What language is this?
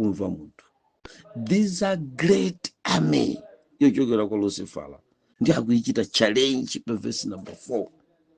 Nyanja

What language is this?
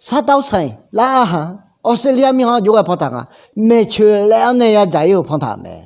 Akha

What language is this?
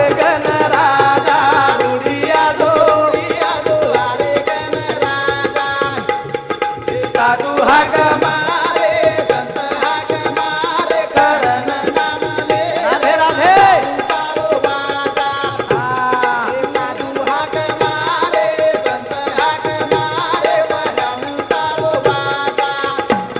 Lambadi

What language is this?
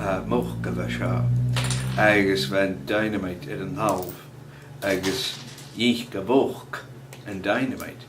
Scottish Gaelic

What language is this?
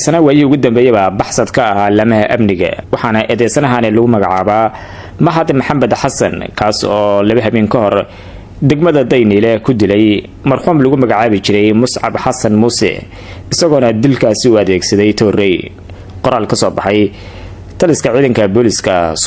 Somali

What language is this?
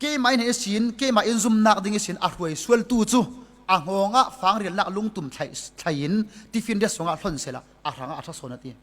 Falam Chin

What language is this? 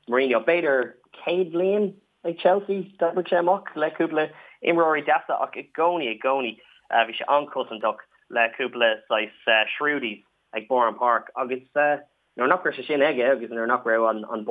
Irish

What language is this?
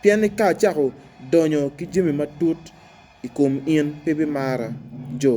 Acoli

